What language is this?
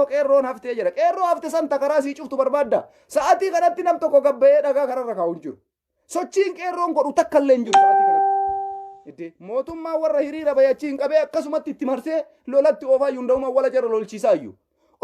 Oromo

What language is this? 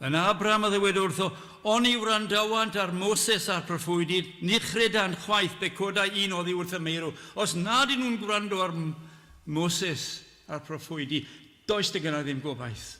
Welsh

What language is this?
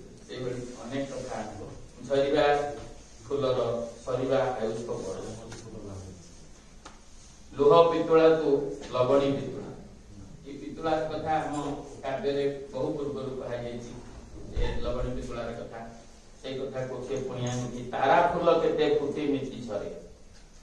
Odia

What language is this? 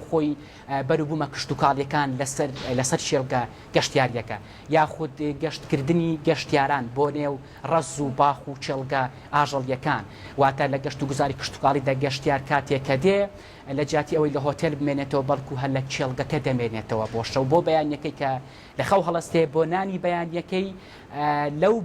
Central Kurdish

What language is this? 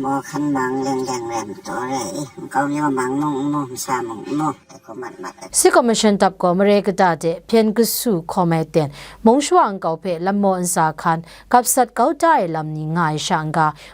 Kachin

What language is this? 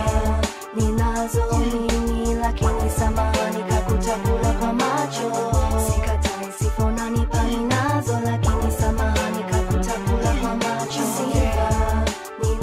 Swahili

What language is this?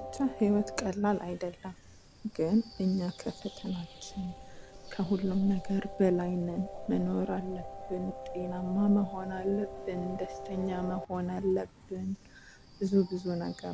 Amharic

